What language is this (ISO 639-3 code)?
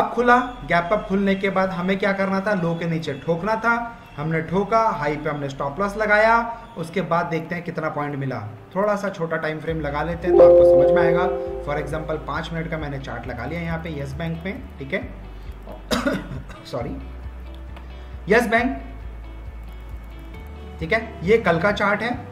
hin